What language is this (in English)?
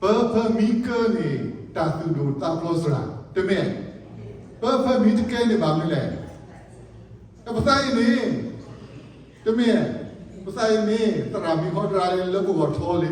S'gaw Karen